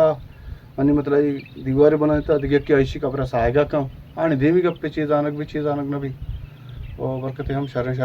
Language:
Baluchi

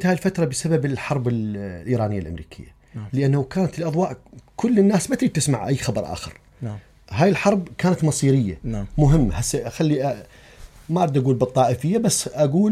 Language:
Mesopotamian Arabic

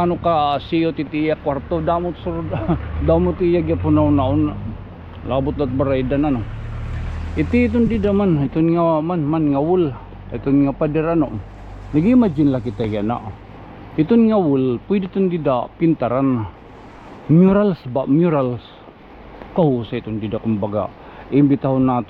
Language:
Waray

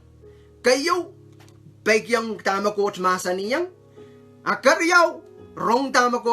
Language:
Pohnpeian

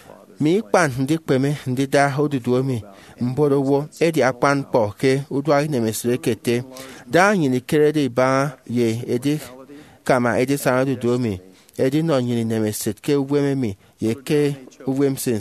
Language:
Efik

